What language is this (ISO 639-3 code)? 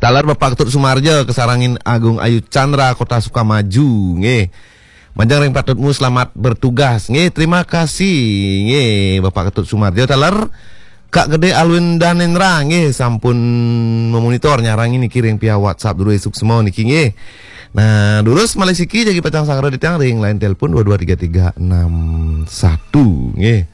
ban